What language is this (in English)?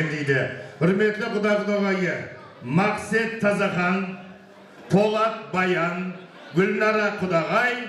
Kara-Kalpak